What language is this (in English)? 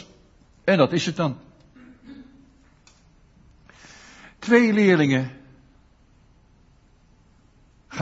Dutch